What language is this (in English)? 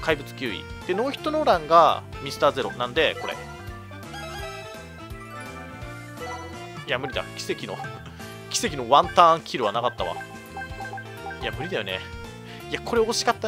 Japanese